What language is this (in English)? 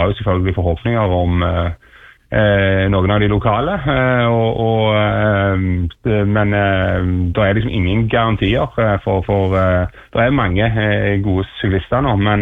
Norwegian